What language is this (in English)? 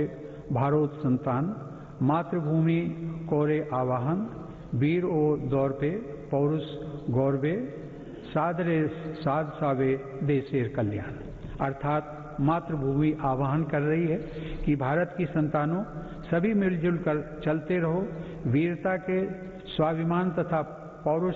Hindi